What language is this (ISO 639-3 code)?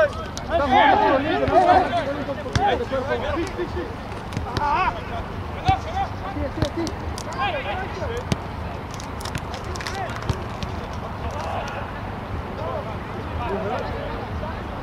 eng